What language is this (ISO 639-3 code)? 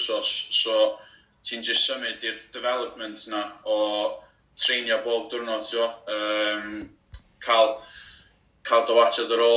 cym